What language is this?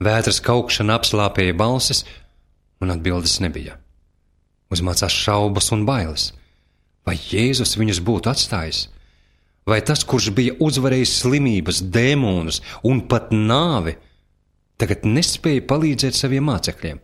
Latvian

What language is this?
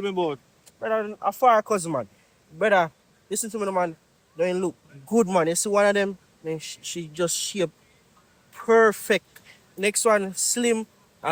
Jamaican Creole English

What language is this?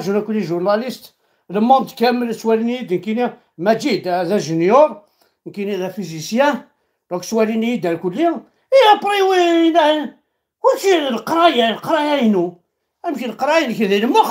Kabyle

